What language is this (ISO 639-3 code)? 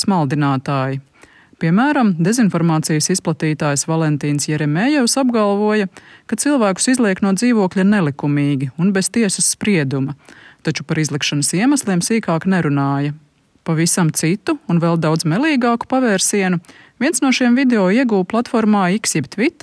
lav